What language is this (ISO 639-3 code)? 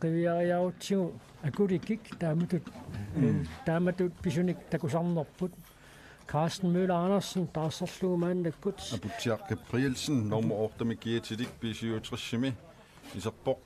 kal